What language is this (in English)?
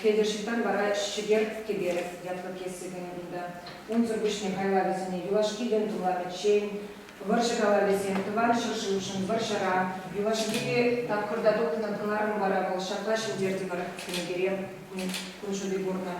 Chuvash